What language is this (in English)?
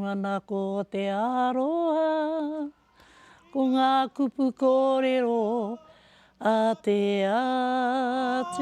Māori